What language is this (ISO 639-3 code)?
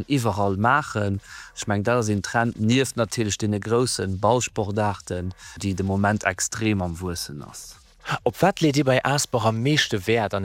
ltz